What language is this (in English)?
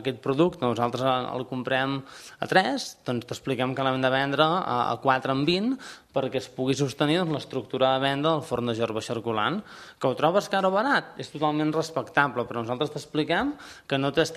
Catalan